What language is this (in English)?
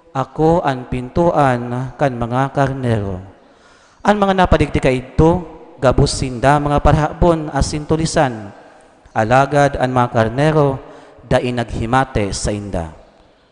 Bikol